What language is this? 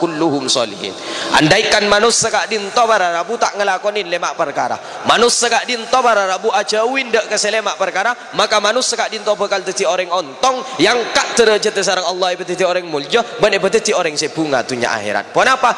Madurese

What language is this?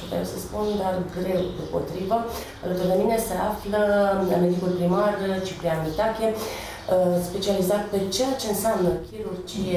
Romanian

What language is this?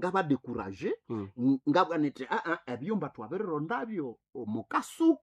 Nande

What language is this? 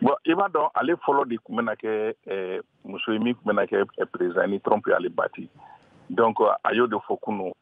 Bambara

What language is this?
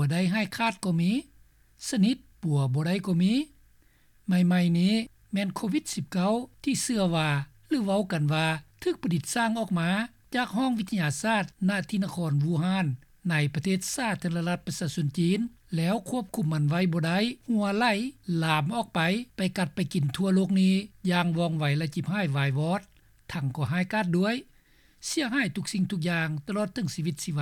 Lao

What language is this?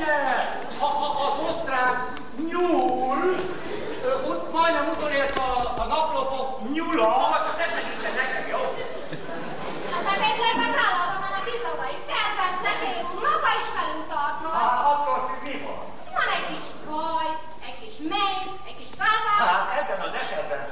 Hungarian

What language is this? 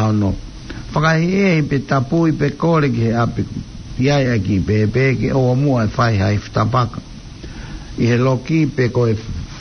Tongan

